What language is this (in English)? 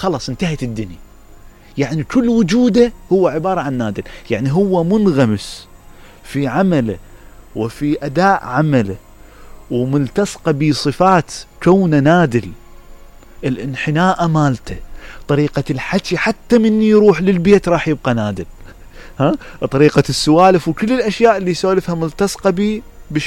Mesopotamian Arabic